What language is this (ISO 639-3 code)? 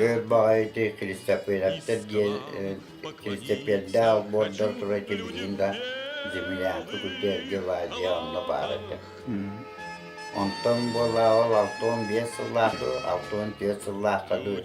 sah